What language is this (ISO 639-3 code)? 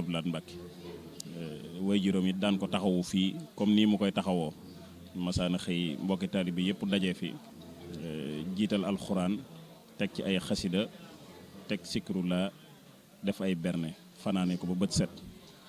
wol